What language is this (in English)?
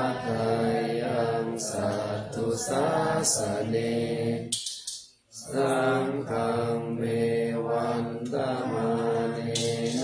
Pali